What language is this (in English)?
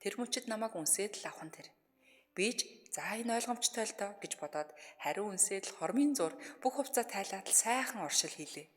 Mongolian